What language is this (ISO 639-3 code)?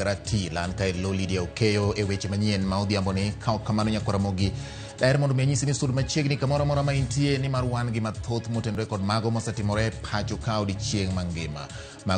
luo